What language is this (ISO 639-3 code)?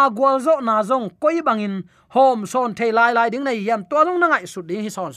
ctd